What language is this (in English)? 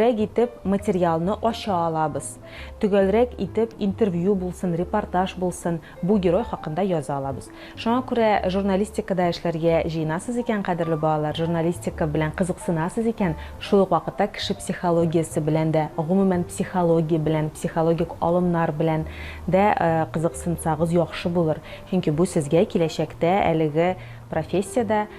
Tatar